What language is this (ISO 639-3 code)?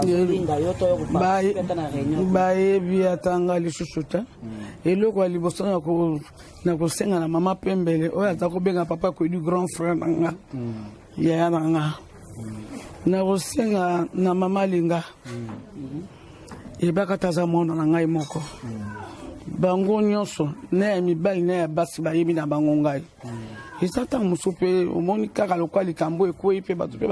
lin